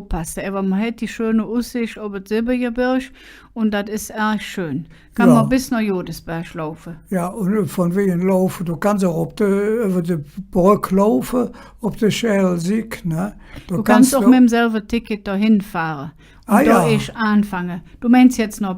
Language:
Colognian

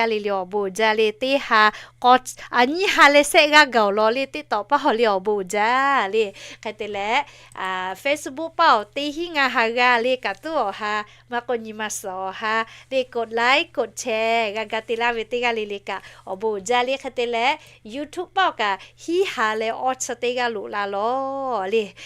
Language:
Lahu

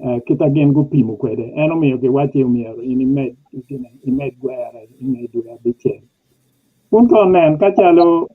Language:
Acoli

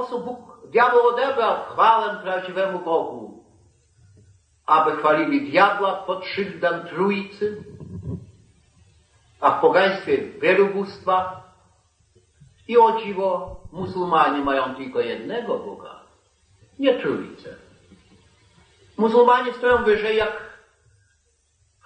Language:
Polish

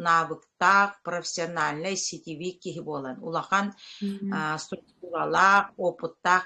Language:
Yakut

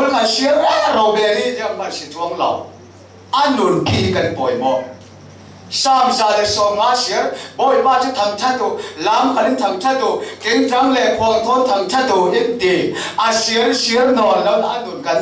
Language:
Falam Chin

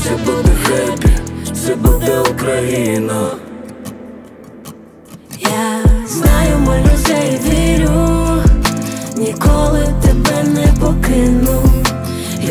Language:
Ukrainian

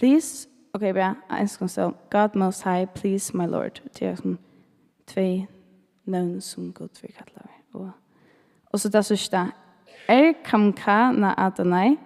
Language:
Faroese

